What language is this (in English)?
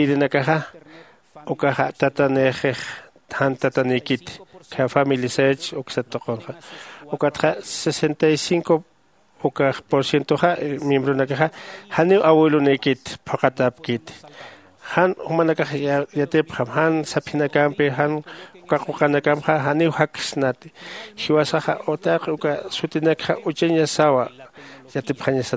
Aymara